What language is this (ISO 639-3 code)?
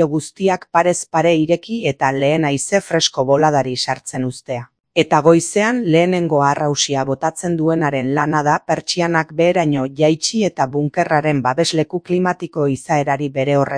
eus